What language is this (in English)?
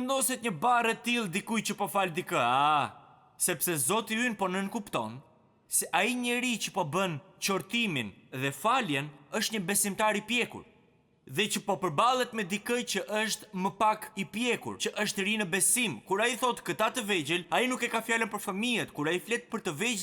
Albanian